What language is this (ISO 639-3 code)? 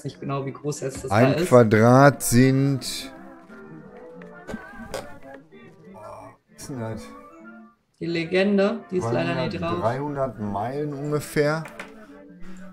deu